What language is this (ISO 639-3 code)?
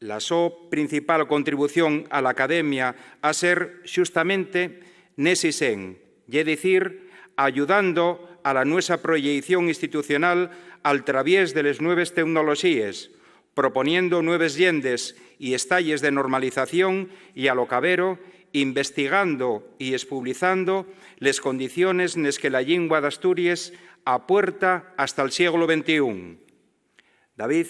ast